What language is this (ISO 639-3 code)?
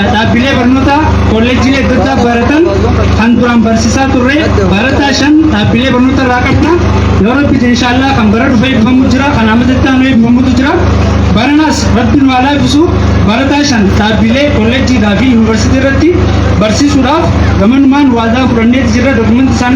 orm